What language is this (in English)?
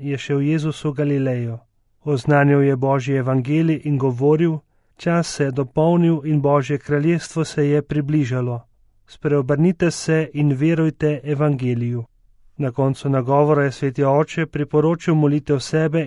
Slovenian